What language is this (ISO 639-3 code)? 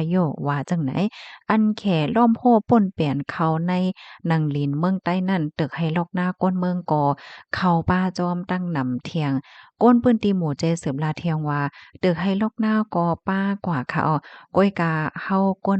shn